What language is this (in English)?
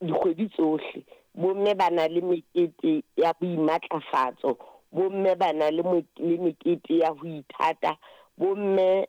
Southern Sotho